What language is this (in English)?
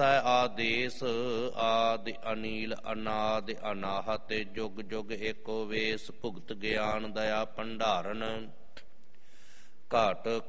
Punjabi